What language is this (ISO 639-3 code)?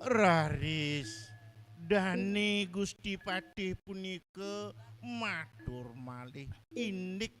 ban